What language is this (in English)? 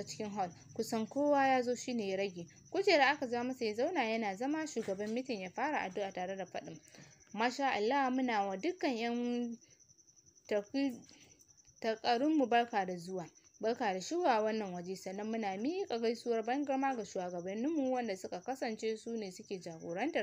Hausa